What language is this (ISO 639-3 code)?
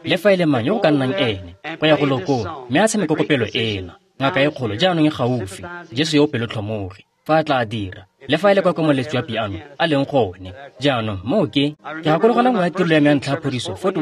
tsn